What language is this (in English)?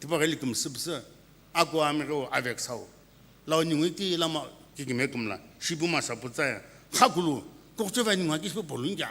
Sumi Naga